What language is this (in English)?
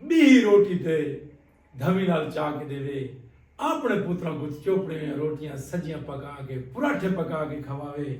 Saraiki